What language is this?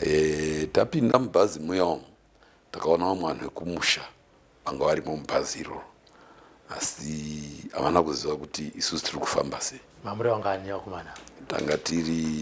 Shona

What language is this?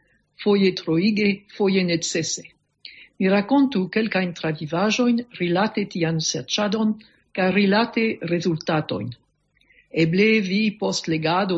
Esperanto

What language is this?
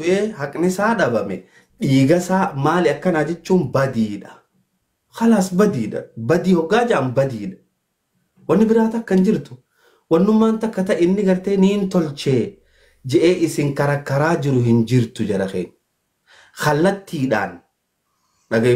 Oromo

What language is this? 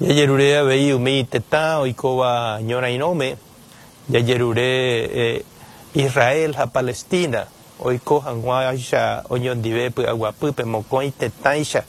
Guarani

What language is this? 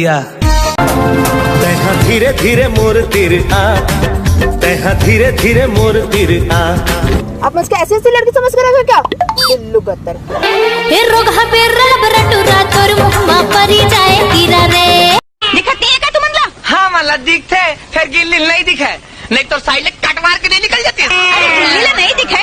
Chhattisgarhi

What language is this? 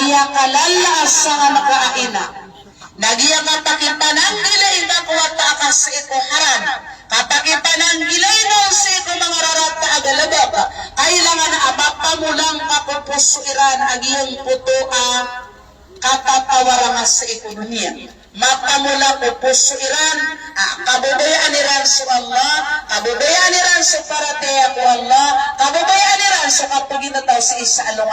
Maranao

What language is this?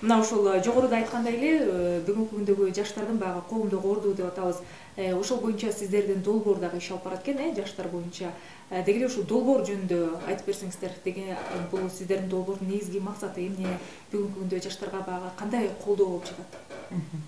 Kyrgyz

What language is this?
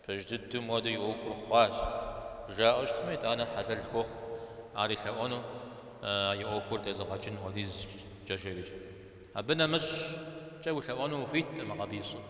Kabardian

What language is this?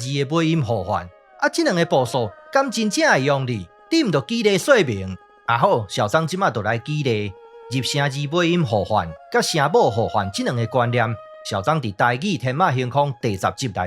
Min Nan Chinese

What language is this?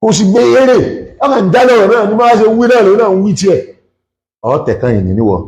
Yoruba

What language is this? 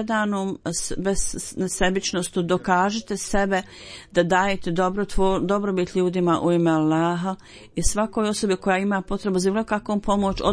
Bosnian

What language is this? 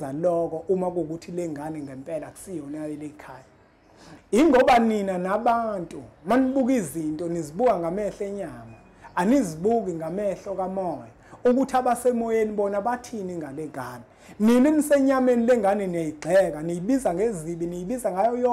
Zulu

